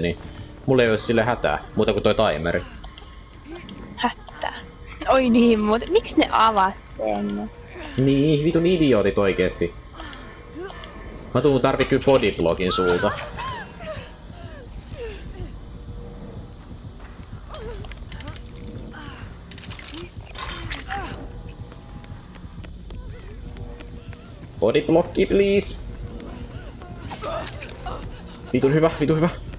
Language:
Finnish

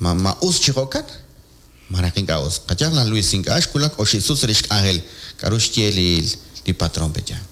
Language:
Kekchí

